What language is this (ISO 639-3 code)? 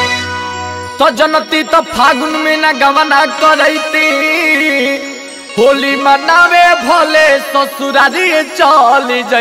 bho